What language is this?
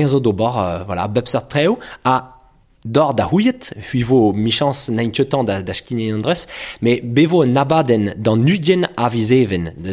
Breton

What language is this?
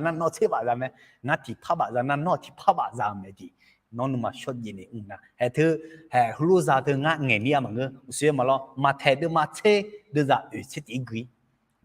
Akha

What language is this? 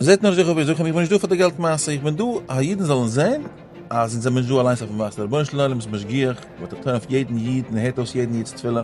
Yiddish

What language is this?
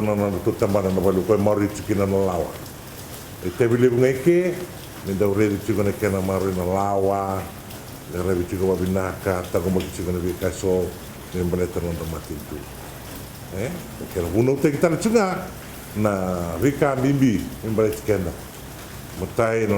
Fijian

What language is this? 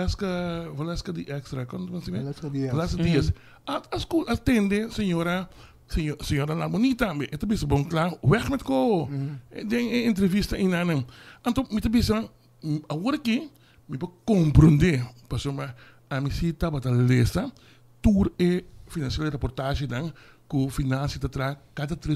Papiamento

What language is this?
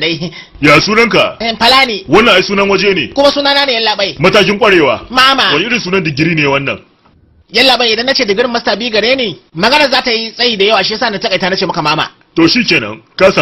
Hausa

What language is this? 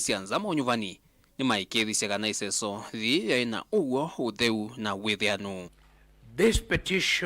Kamba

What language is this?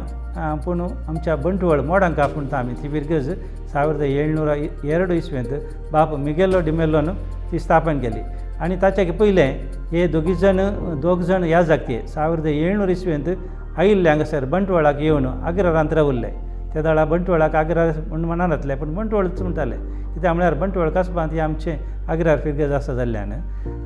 Konkani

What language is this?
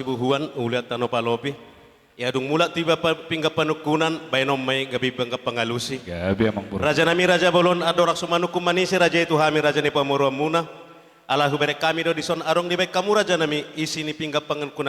Batak Toba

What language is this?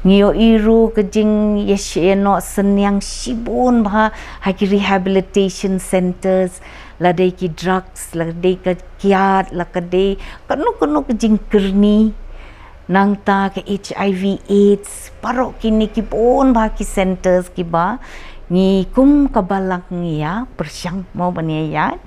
Khasi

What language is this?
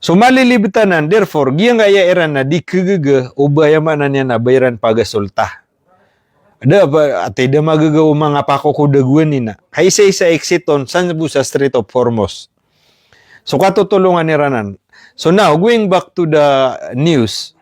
Maranao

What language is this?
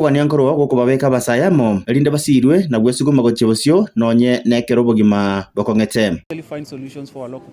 Gusii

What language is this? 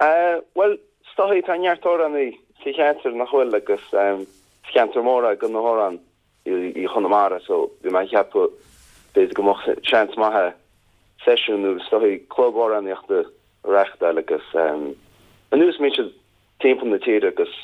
Irish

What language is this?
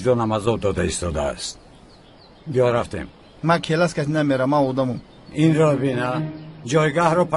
Tajik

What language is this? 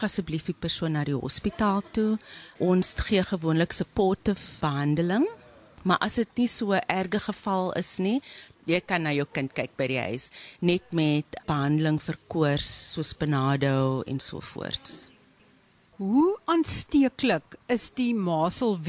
Afrikaans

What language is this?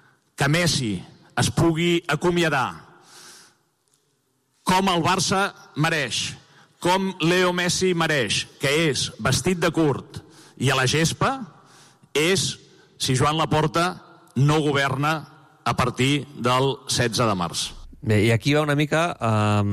Catalan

